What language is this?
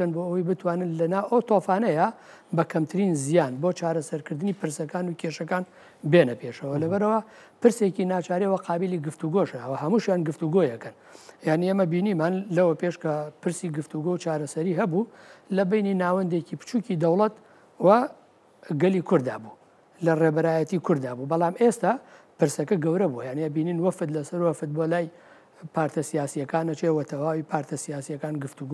Central Kurdish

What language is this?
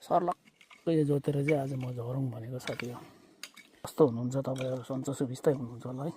Nepali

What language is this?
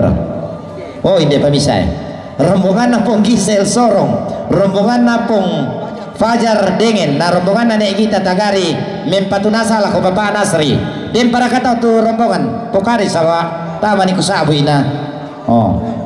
Toraja-Sa'dan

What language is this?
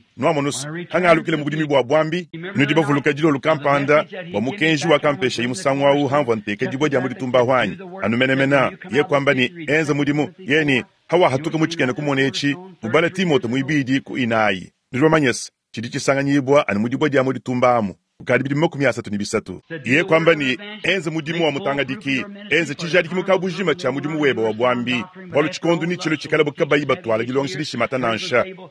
Luba-Lulua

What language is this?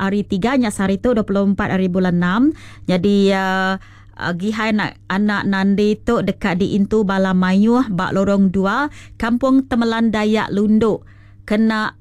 Iban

